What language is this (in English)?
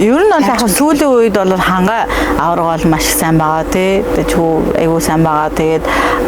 Mongolian